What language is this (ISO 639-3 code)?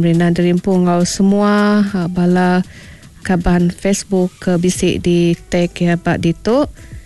iba